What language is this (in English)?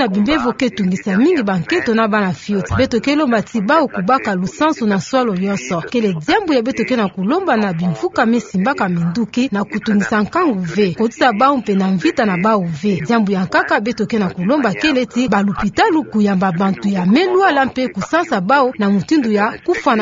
Kituba (Democratic Republic of Congo)